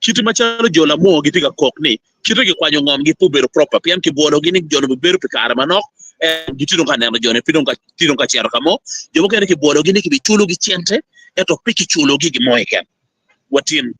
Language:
Acoli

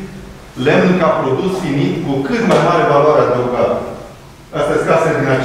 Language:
Romanian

